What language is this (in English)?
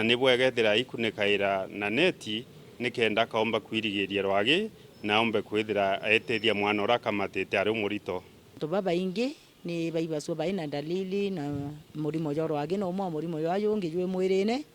Meru